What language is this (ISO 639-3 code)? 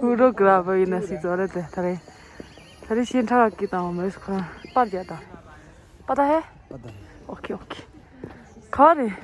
bod